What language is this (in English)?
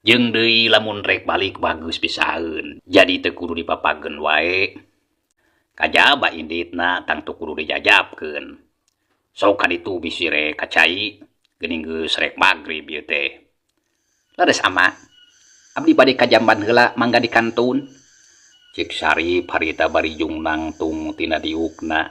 Sundanese